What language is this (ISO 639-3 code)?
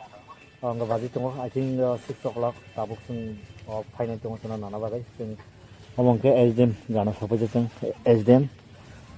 trp